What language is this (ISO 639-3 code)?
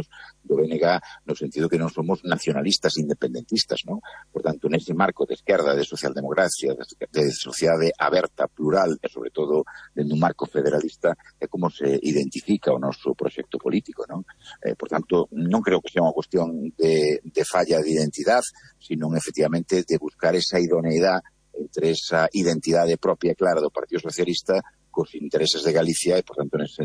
glg